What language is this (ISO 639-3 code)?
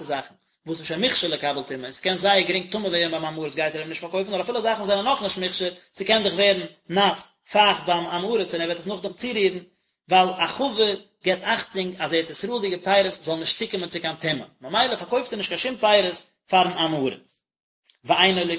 yid